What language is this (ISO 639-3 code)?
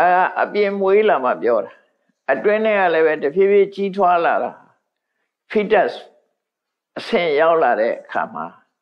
mya